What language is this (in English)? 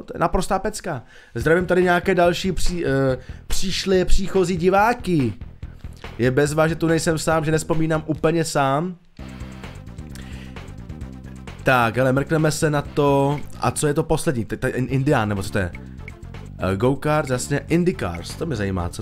Czech